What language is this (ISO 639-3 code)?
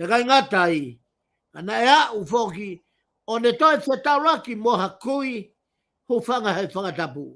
ton